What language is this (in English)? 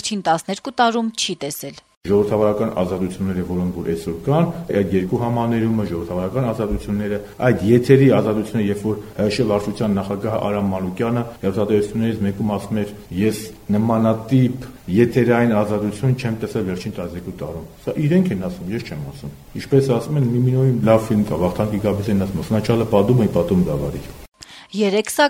Armenian